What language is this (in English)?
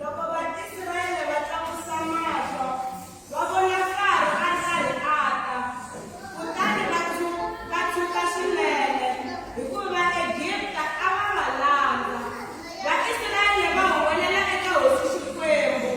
Tsonga